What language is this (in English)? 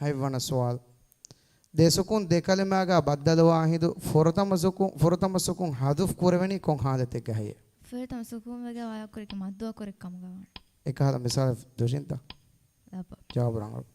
Divehi